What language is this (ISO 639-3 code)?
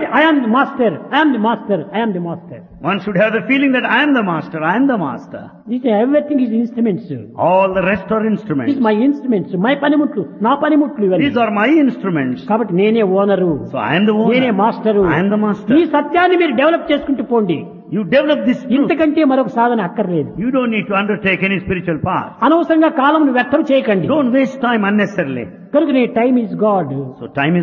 tel